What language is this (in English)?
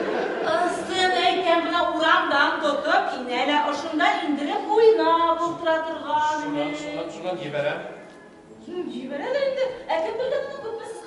Bashkir